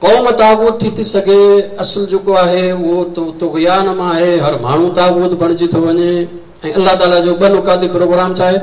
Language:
Sindhi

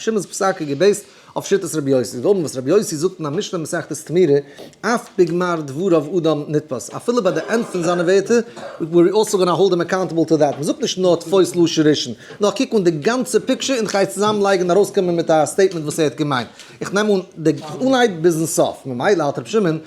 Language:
Yiddish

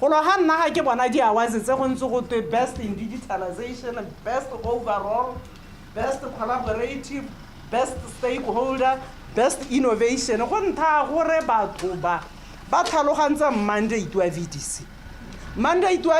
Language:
Tswana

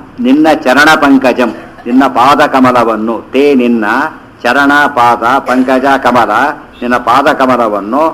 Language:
Kannada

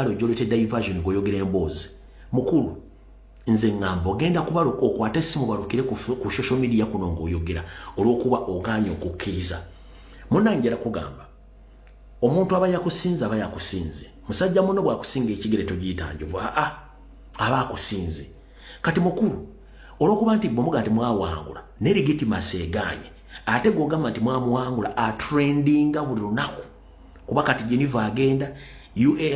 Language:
Ganda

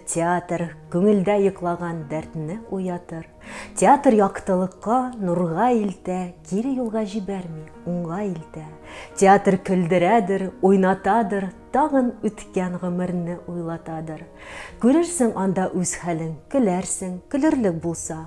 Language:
Tatar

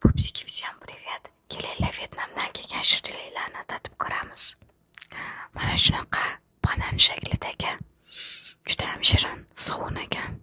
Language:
Uzbek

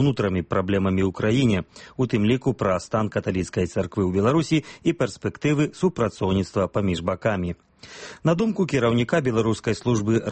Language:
Belarusian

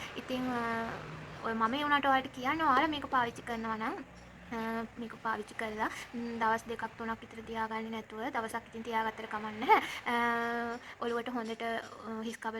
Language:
Sinhala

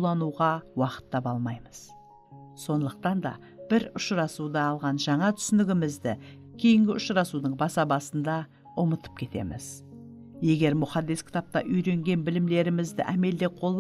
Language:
Kara-Kalpak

